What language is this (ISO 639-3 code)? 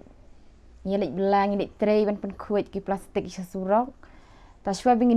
kha